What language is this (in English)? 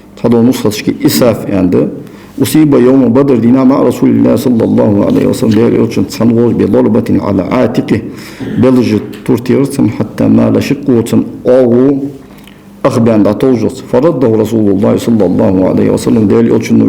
Ingush